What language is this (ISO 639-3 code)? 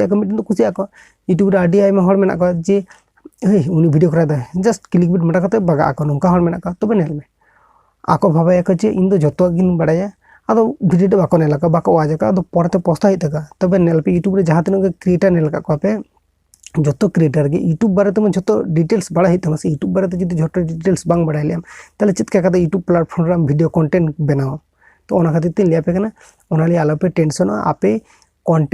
sat